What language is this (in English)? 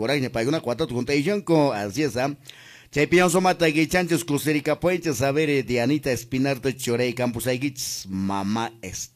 Quechua